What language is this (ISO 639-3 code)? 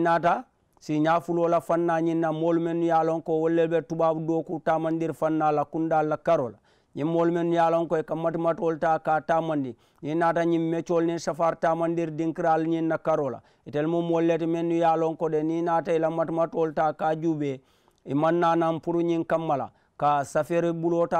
man